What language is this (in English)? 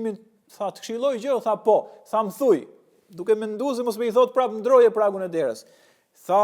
Albanian